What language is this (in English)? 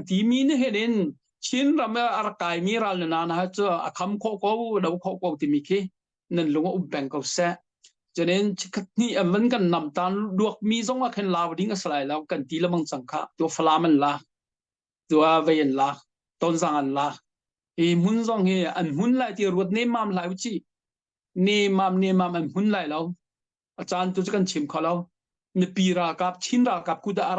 Hakha Chin